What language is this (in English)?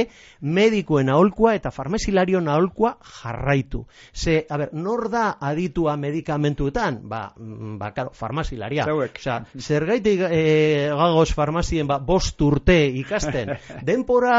Basque